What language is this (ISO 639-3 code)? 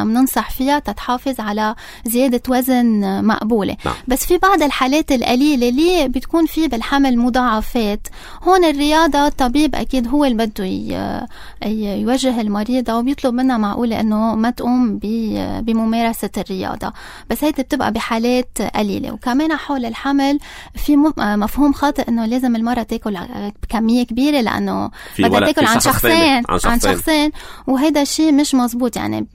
apc